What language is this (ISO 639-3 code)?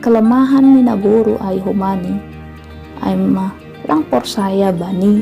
bts